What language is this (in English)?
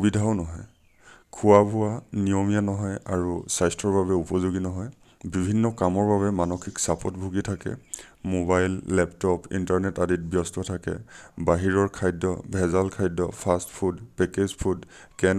Assamese